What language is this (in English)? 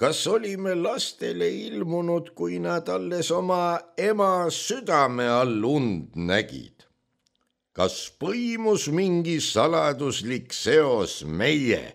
Estonian